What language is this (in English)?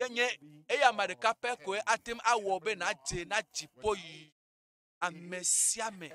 Ewe